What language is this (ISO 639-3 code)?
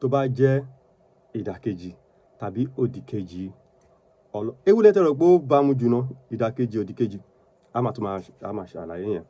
yor